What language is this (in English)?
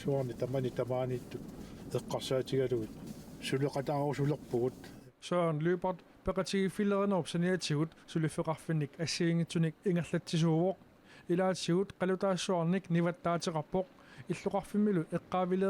Kalaallisut